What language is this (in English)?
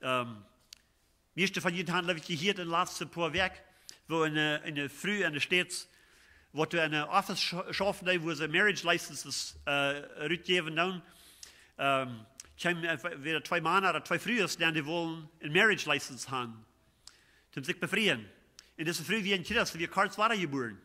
Plautdietsch